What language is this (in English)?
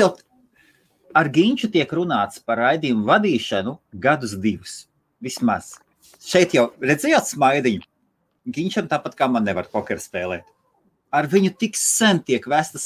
Latvian